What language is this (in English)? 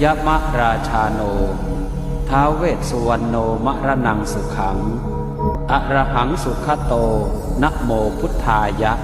Pali